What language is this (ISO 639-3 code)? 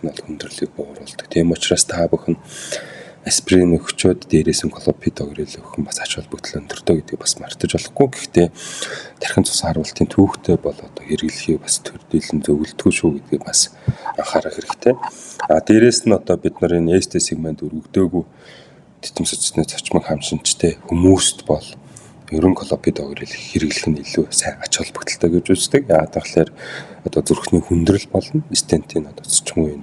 mon